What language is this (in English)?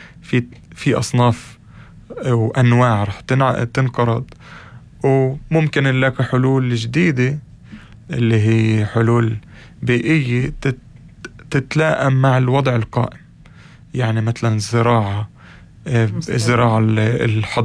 North Levantine Arabic